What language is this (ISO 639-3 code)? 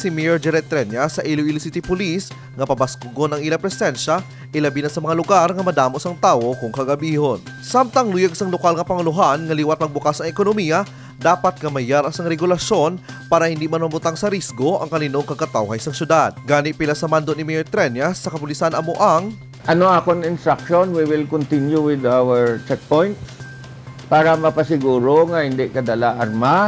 hil